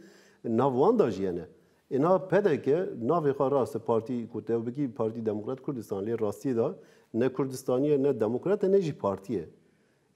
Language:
Kurdish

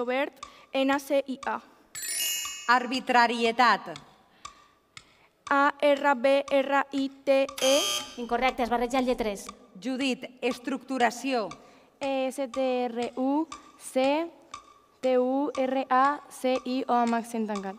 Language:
Catalan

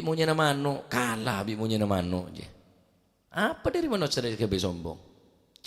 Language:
Madurese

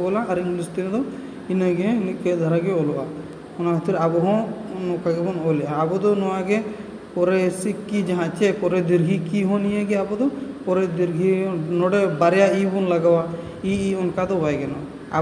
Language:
Santali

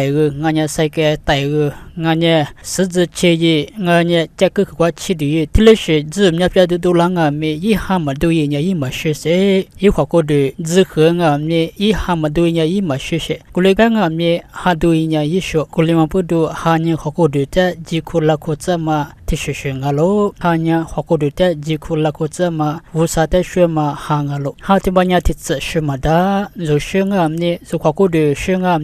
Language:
Lisu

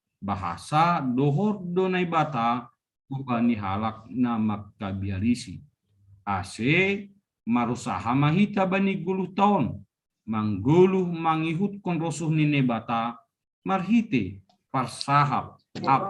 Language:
Batak Simalungun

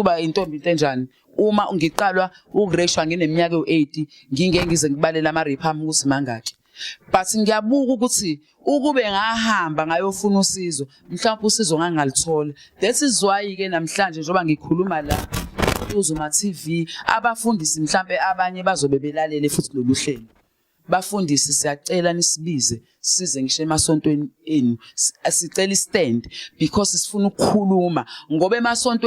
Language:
Zulu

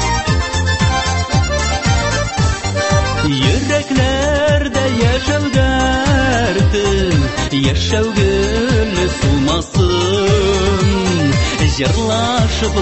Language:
Tatar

